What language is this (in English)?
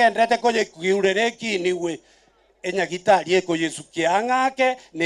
Gusii